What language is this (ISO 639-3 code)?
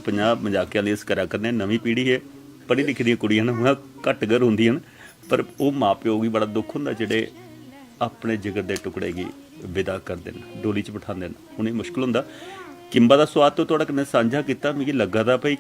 doi